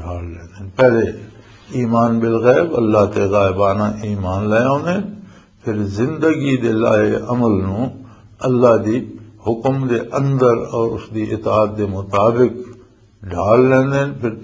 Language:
Western Panjabi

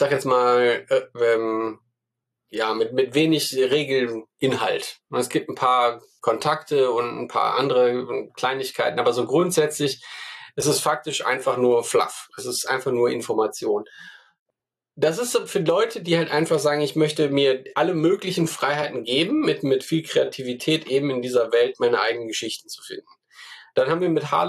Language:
German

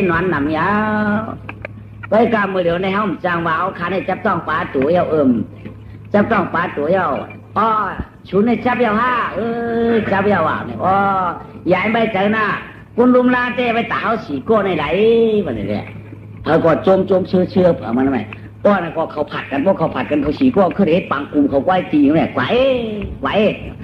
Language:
Shan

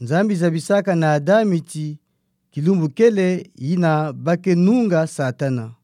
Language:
Kituba (Democratic Republic of Congo)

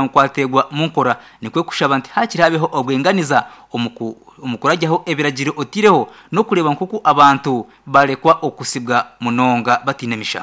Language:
Nyankole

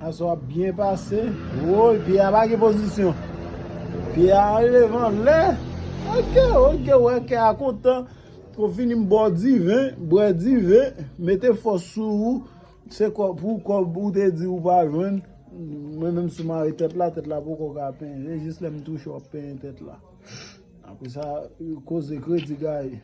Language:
Haitian Creole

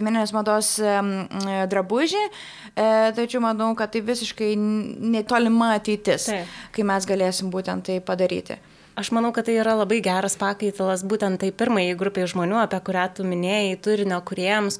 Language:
Lithuanian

